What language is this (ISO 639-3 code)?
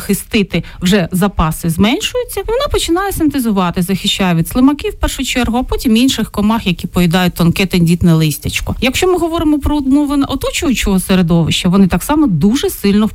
ukr